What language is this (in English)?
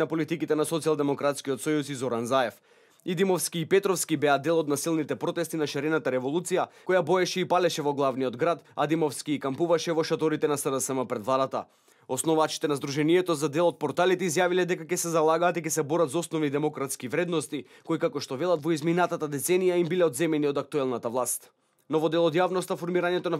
Macedonian